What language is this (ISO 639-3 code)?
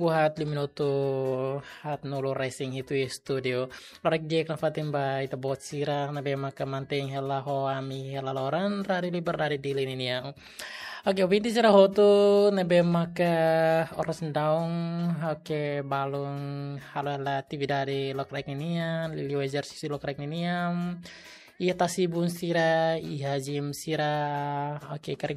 tet